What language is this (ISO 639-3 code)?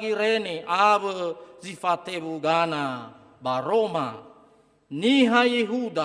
nia